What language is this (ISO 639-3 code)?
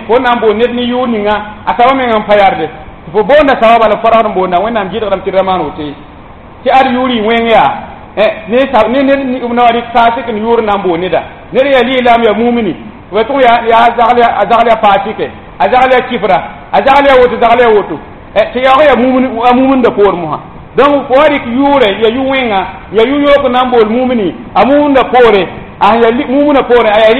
mos